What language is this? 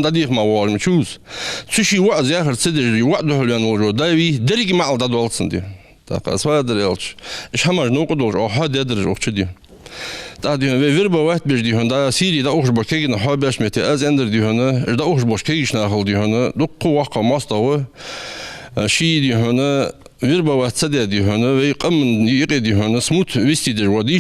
Ingush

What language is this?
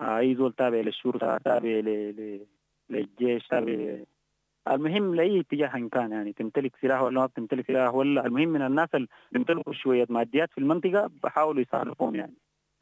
Sudanese Arabic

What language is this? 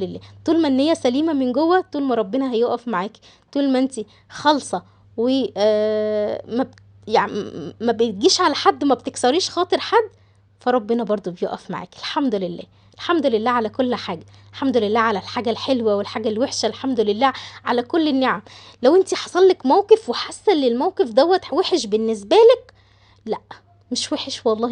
Egyptian Arabic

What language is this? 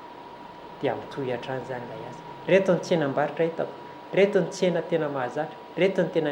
Malagasy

